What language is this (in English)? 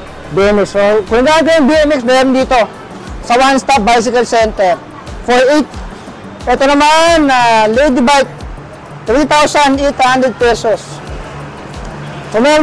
Filipino